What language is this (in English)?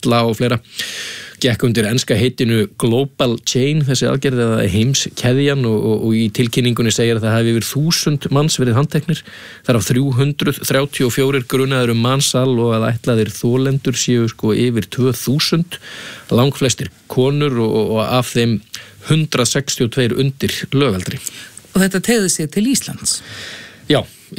Icelandic